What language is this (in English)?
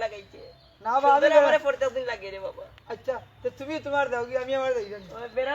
Sylheti